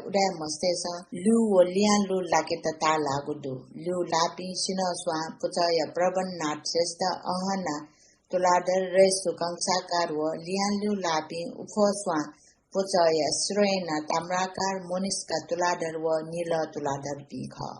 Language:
Newari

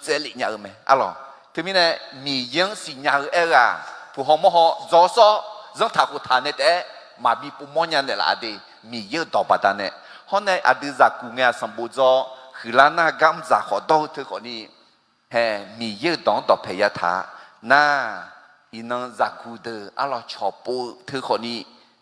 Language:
Akha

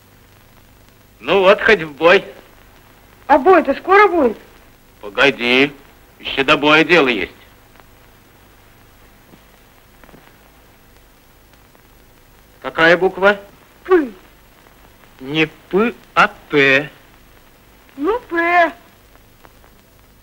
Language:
Russian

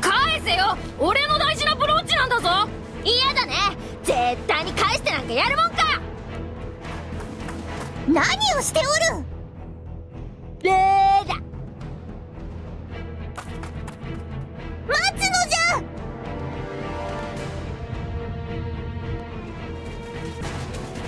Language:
Japanese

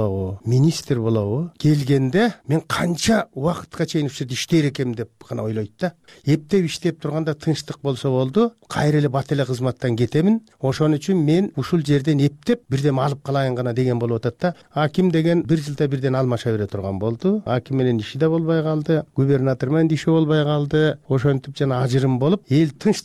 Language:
Kyrgyz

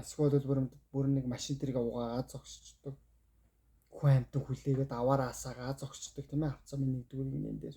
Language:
Mongolian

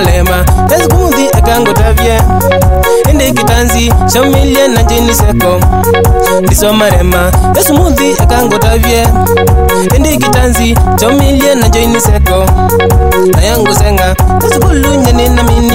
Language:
Swahili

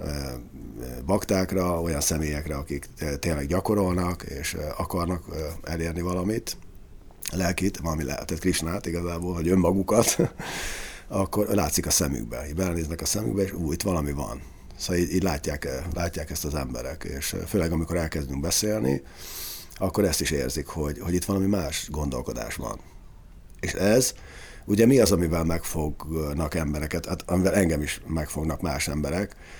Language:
Hungarian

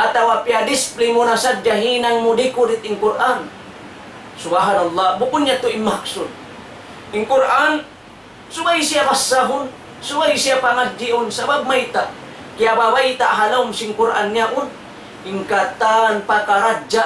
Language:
Tausug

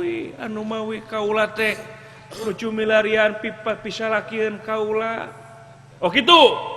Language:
Sundanese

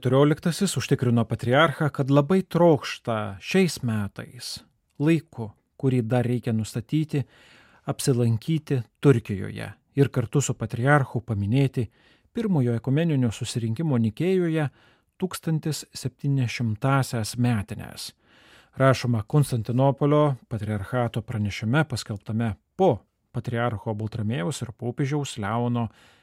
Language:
Lithuanian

